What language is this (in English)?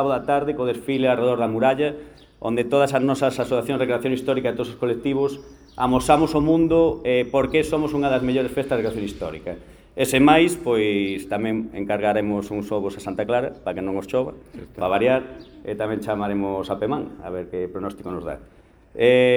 Galician